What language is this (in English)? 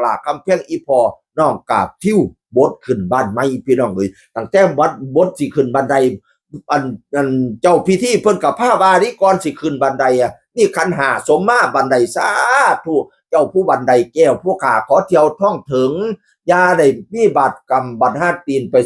Northeastern Thai